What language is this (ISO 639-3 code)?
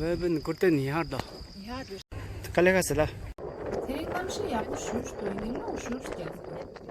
bod